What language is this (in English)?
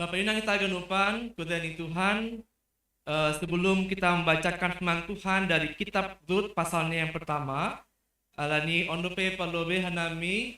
Batak Simalungun